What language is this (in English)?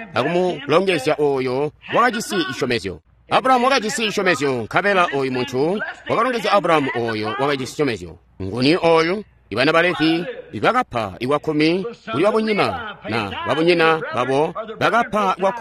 Tonga (Zambia)